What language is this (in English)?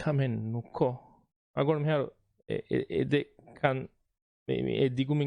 Divehi